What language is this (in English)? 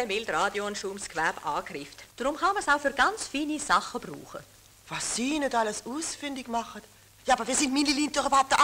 Swiss German